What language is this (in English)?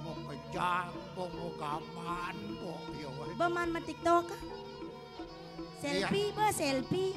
Balinese